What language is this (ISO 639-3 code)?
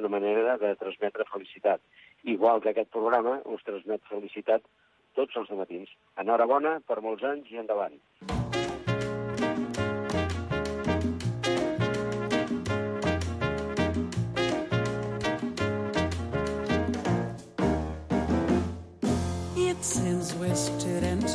cat